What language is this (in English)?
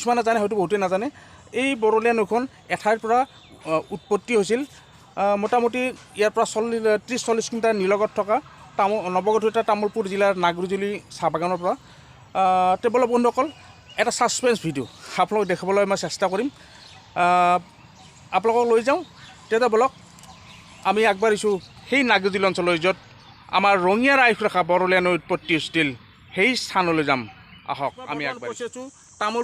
Assamese